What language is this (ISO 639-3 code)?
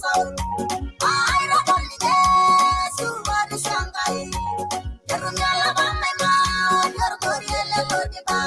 mas